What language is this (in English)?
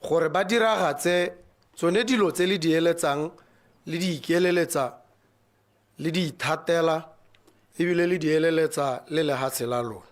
Tswana